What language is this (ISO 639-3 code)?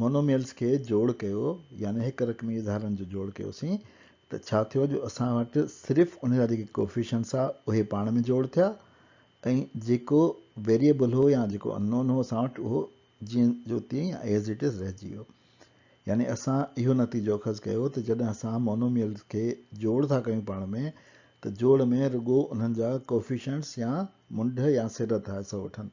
snd